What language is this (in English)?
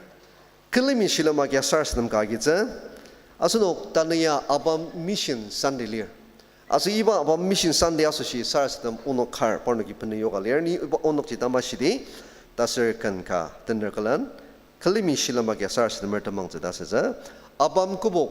Ao Naga